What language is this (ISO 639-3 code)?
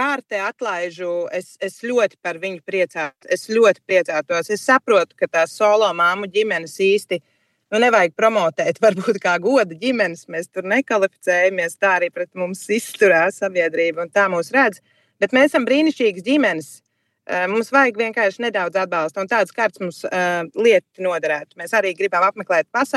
lav